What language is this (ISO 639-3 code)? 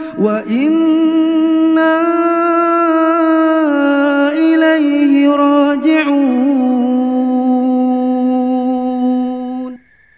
ara